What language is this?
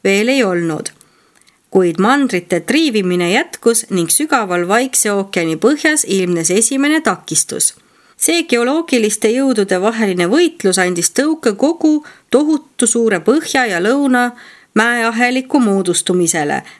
Estonian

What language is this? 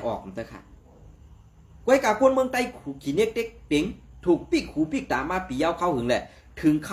Shan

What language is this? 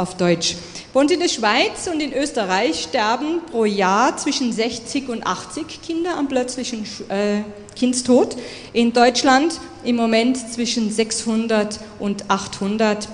German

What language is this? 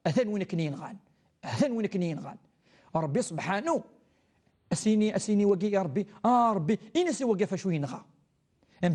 Kabyle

